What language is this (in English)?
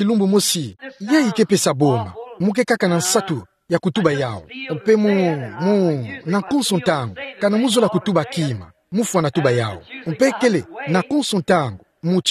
Kituba (Democratic Republic of Congo)